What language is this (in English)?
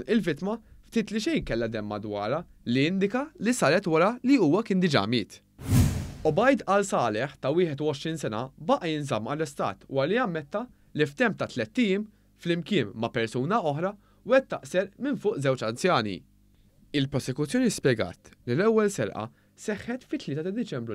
Maltese